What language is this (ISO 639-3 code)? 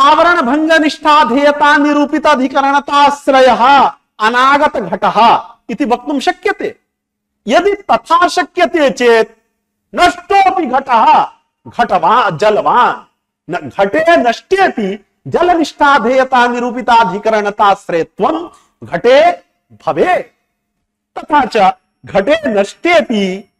san